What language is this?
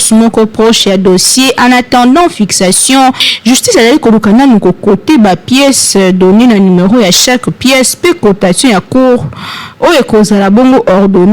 Lingala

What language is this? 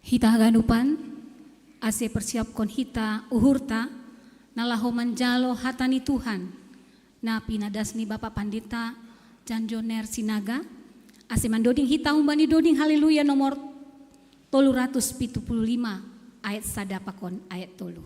Batak Simalungun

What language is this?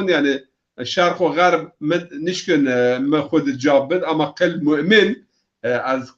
Zaza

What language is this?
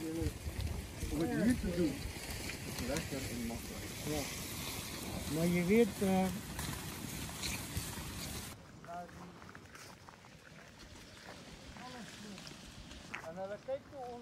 Afrikaans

